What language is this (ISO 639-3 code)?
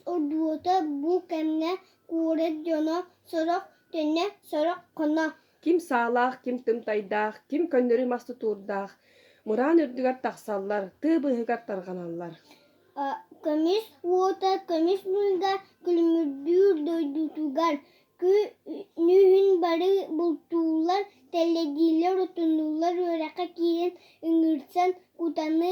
sah